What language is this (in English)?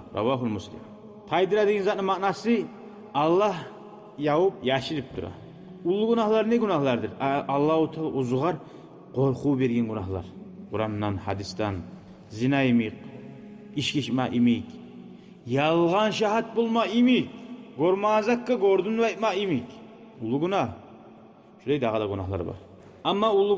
Kumyk